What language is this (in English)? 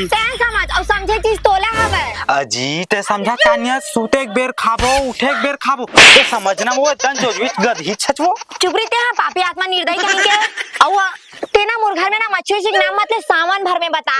Chhattisgarhi